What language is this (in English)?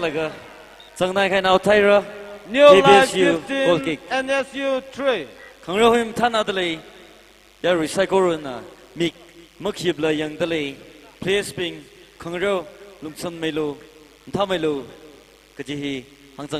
Tangkhul Naga (India)